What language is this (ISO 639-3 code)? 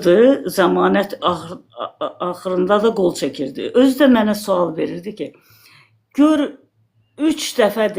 aze